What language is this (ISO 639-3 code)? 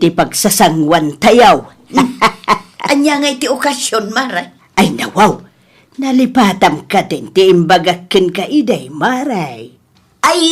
ilo